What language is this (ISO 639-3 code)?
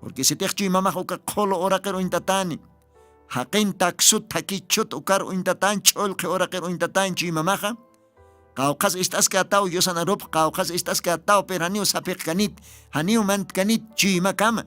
aym